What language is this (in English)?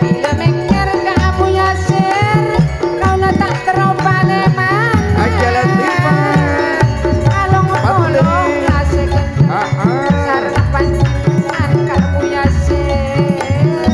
Madurese